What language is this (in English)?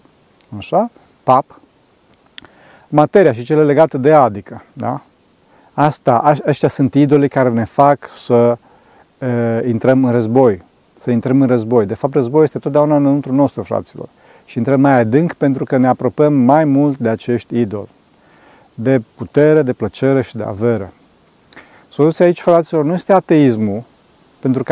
Romanian